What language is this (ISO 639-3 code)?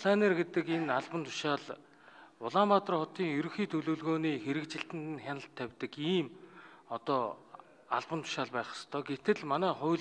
mon